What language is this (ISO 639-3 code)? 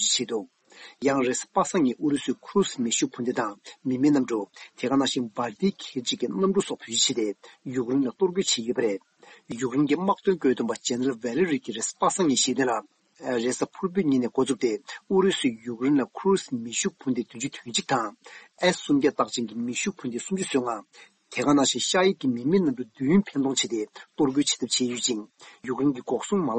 bod